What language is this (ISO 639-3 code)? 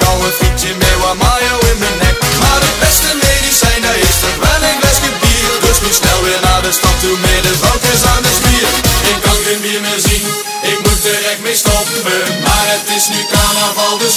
nld